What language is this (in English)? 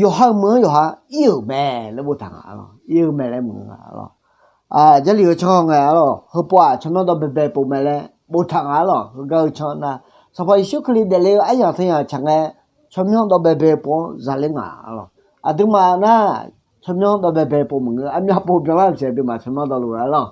Akha